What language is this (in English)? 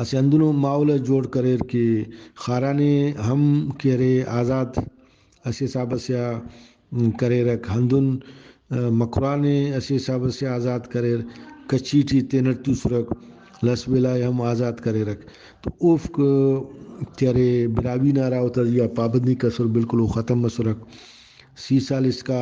Brahui